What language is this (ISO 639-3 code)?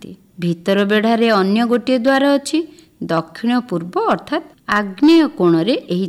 ori